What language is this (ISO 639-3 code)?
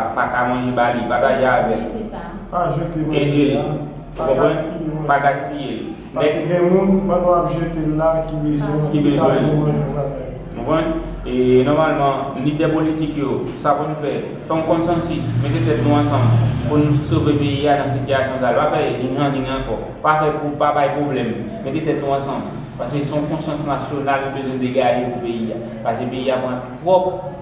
hat